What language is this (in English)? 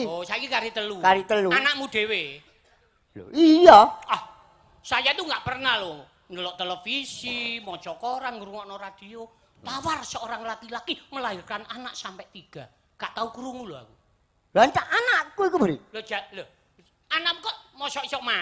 Javanese